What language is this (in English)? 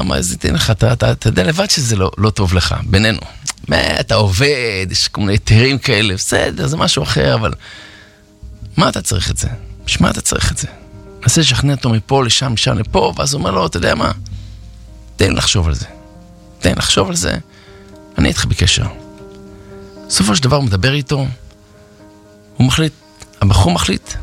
Hebrew